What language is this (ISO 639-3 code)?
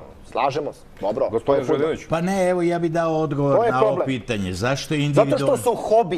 srp